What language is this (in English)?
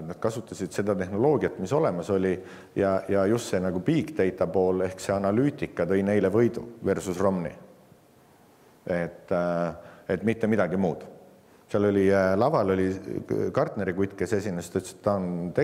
Estonian